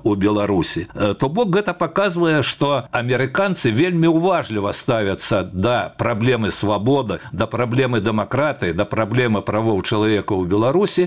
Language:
Belarusian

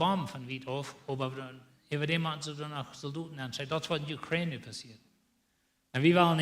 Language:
Plautdietsch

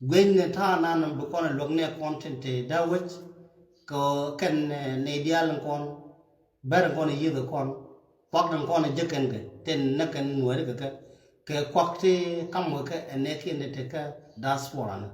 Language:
Nuer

